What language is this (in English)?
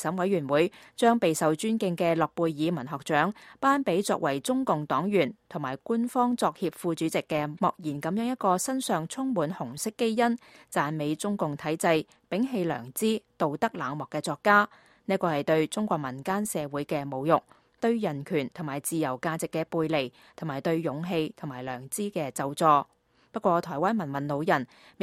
Cantonese